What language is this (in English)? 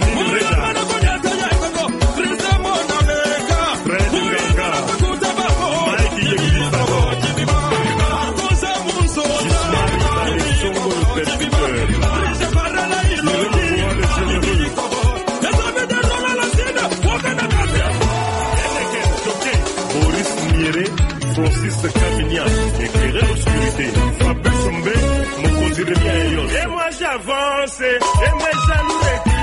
French